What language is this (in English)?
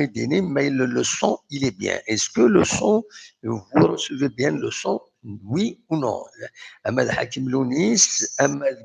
Kabyle